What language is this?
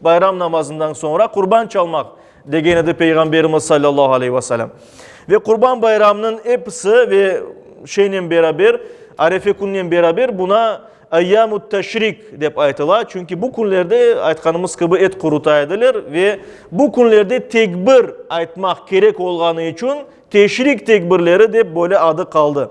Crimean Tatar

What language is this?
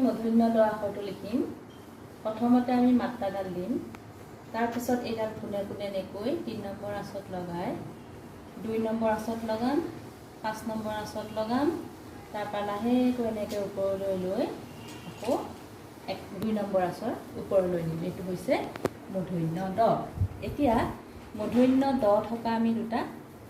Assamese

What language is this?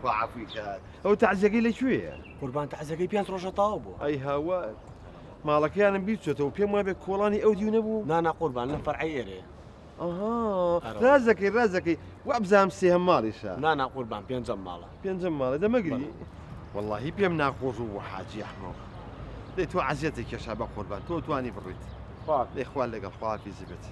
Central Kurdish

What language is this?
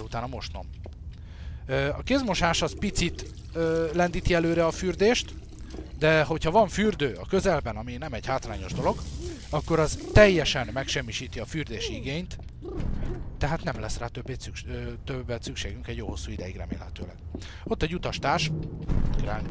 Hungarian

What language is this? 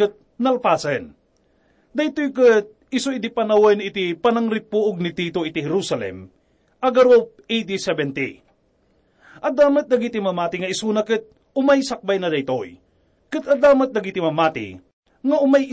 Iloko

